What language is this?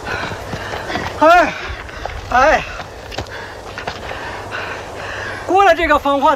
Chinese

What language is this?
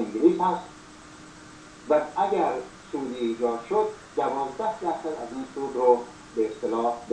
Persian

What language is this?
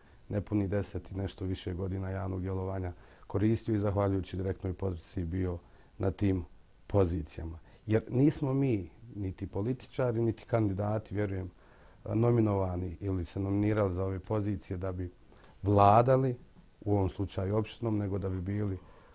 Bosnian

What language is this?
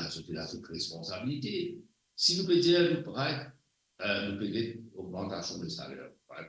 Morisyen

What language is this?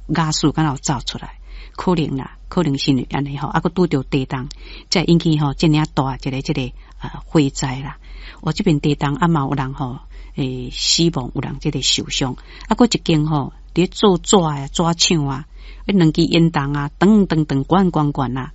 Min Nan Chinese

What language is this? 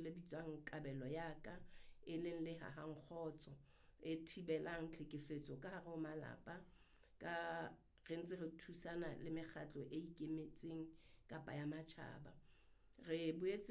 Southern Sotho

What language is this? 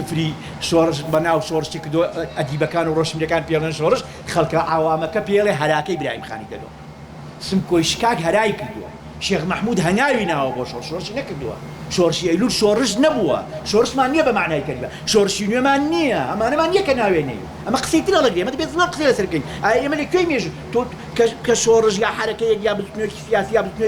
Central Kurdish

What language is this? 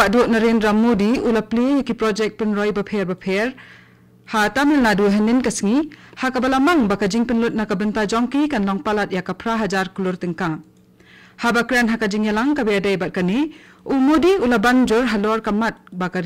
Khasi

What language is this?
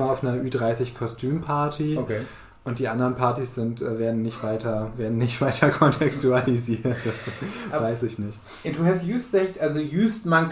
Low German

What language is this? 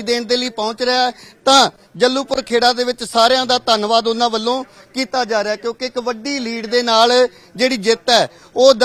Punjabi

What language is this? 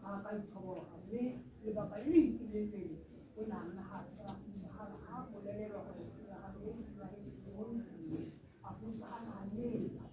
Tswana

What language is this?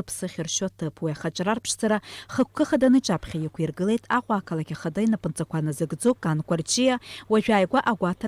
Abkhazian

